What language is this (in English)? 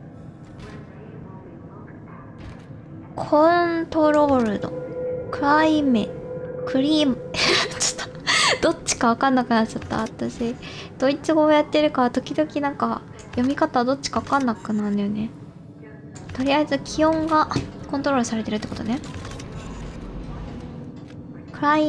Japanese